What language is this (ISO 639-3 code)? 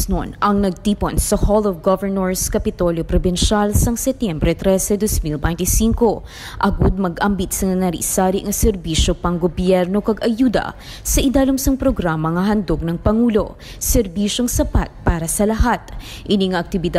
hil